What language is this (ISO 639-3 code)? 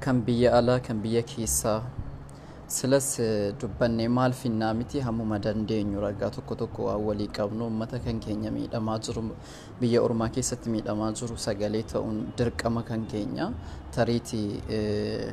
orm